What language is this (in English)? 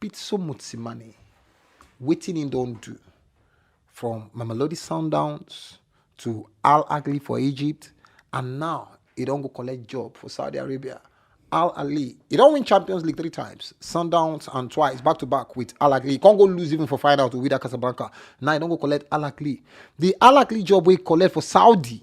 Nigerian Pidgin